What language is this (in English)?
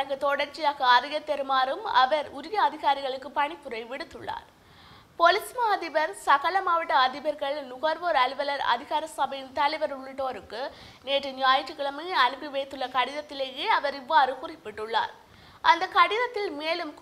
Tamil